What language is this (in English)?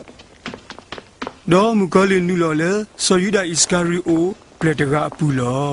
S'gaw Karen